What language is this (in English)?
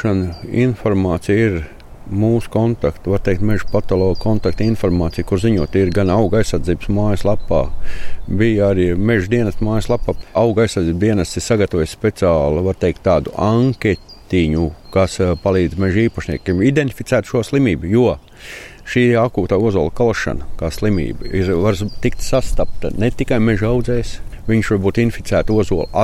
Latvian